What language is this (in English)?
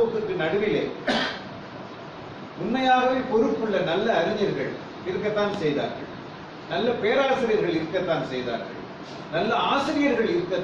Tamil